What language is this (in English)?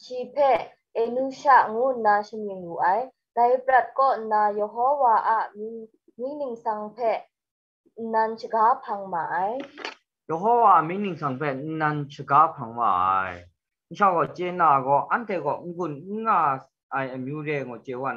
Kachin